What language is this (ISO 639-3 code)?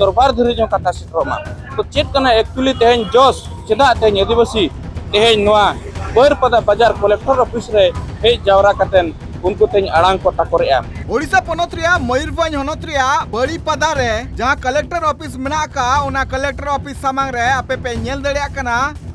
sat